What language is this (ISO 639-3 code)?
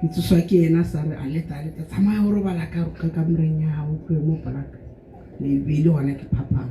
sot